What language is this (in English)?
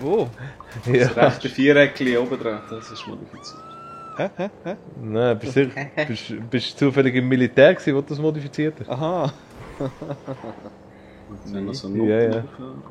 Swiss German